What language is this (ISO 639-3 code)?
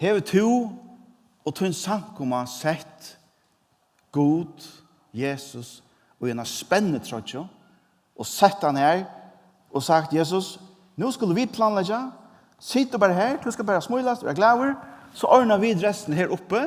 fao